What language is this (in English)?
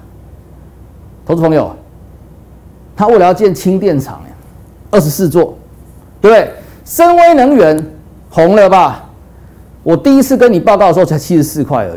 Chinese